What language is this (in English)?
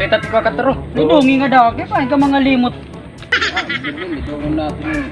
Waray